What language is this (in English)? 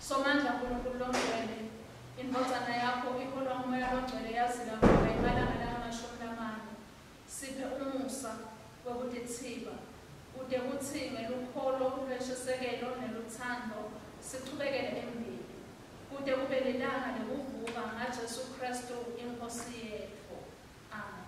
Swati